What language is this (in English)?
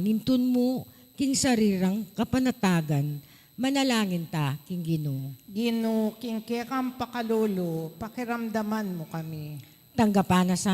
Pampanga